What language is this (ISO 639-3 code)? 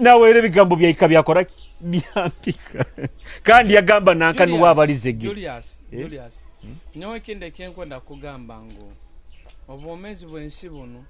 nyo